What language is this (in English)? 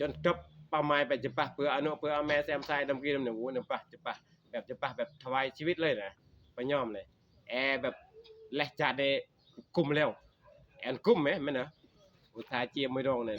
Northeastern Thai